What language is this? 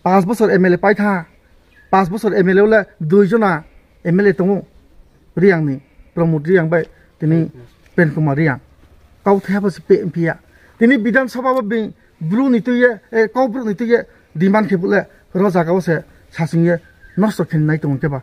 Riang (India)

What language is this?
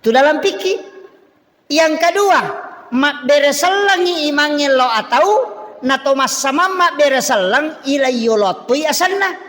Buginese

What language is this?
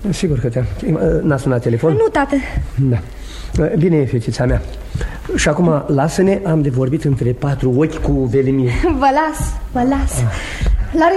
Romanian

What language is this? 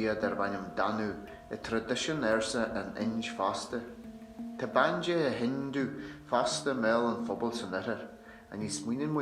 Irish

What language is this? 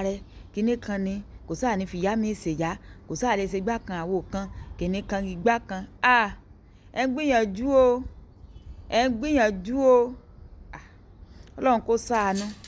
Yoruba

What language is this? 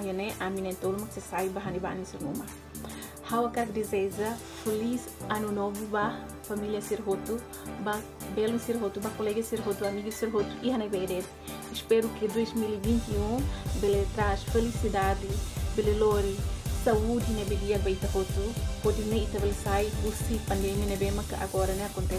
Tetum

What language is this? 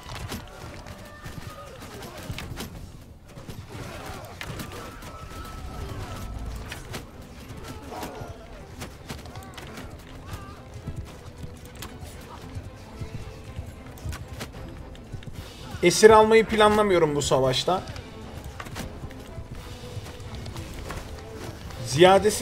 Turkish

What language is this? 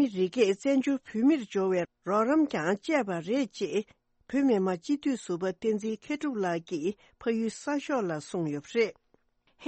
Tibetan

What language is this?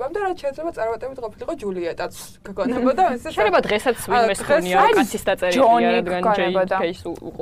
Georgian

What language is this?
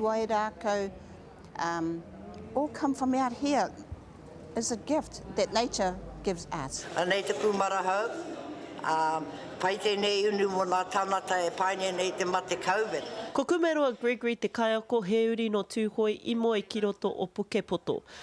Māori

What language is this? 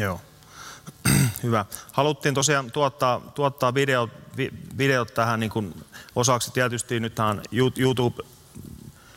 Finnish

